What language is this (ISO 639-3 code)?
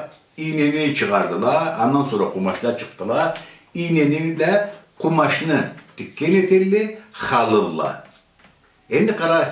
krc